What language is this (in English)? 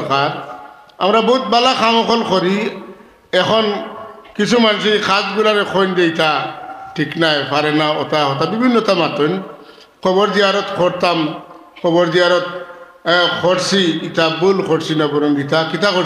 Sylheti